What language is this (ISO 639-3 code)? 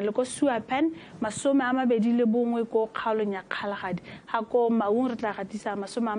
tsn